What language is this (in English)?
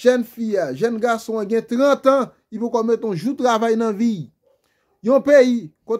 Haitian Creole